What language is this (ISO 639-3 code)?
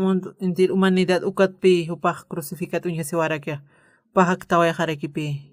aym